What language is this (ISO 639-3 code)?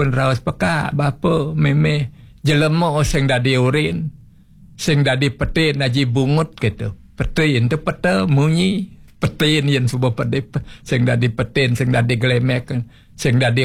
ban